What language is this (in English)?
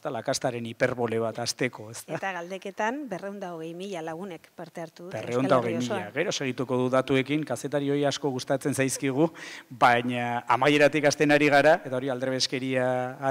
Basque